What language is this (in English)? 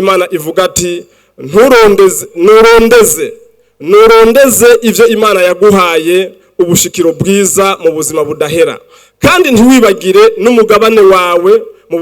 Rundi